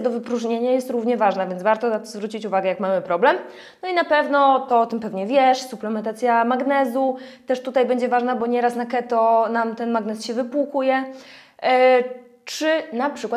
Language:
Polish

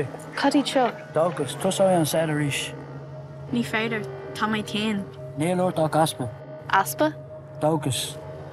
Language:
Irish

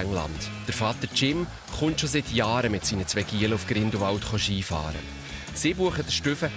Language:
Swiss German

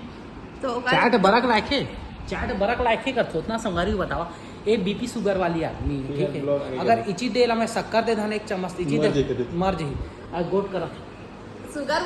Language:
Chhattisgarhi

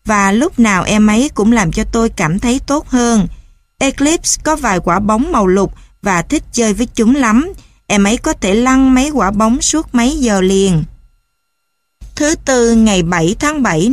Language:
Vietnamese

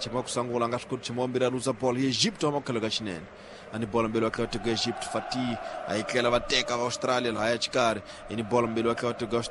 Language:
Tsonga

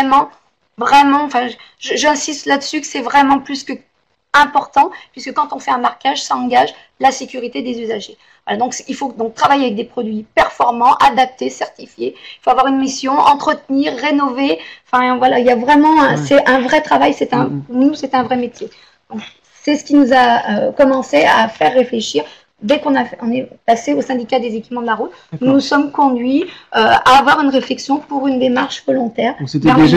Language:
French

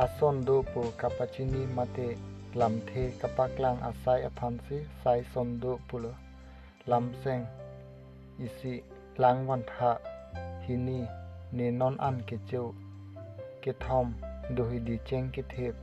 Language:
Karbi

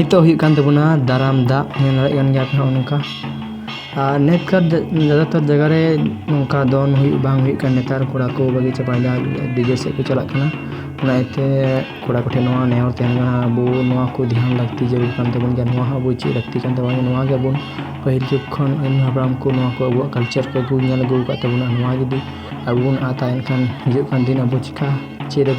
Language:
Santali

